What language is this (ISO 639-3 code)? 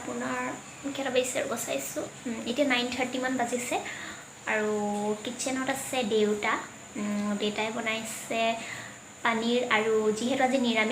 asm